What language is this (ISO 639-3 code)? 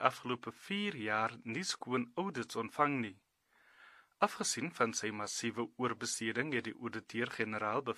afr